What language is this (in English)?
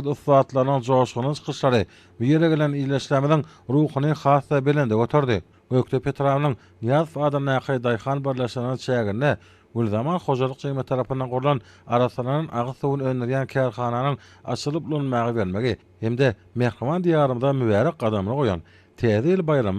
Turkmen